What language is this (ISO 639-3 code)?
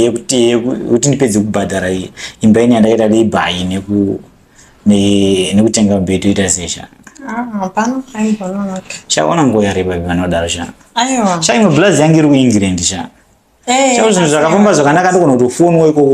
sna